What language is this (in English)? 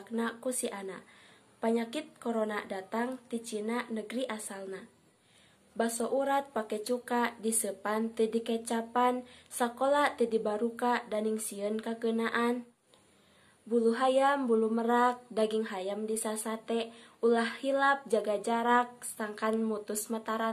Sundanese